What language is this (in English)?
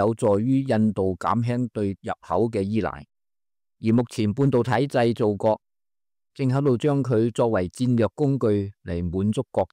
Cantonese